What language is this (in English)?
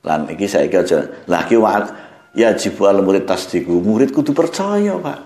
Javanese